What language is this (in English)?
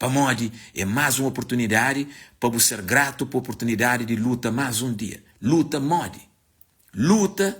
Kabuverdianu